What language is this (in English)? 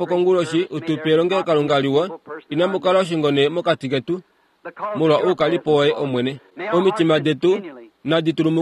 Kuanyama